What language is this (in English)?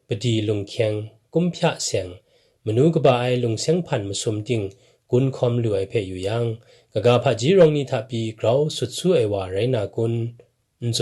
Kachin